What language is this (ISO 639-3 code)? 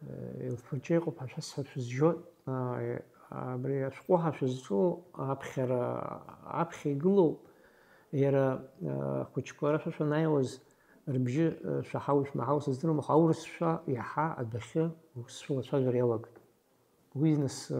abk